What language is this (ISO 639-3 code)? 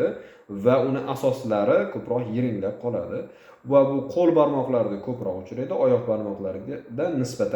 uzb